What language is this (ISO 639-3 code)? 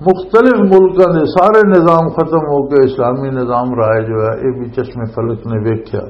lah